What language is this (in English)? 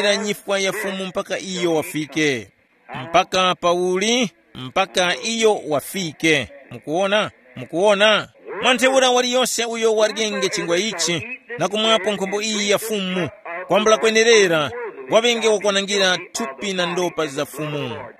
Tumbuka